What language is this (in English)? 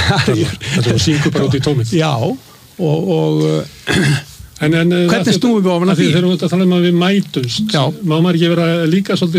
Icelandic